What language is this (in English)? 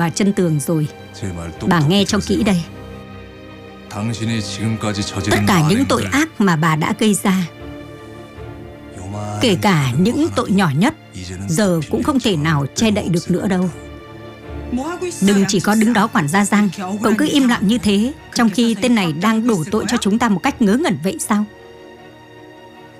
Vietnamese